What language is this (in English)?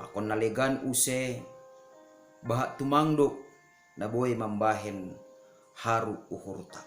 Batak Simalungun